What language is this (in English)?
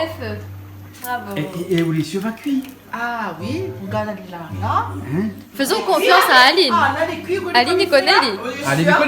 Réunion Creole French